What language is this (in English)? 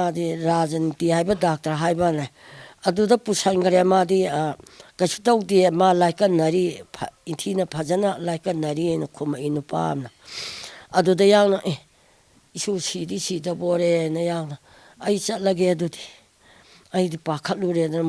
Manipuri